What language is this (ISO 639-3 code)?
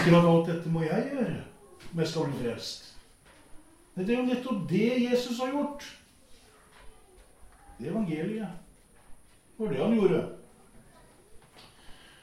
nor